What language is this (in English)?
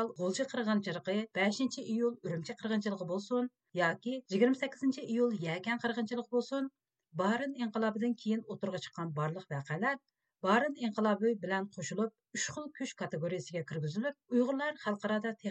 Uyghur